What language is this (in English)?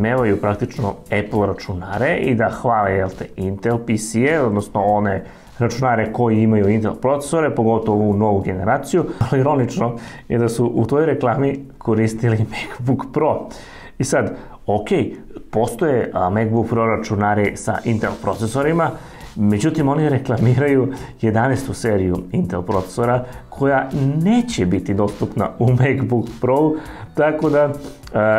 Serbian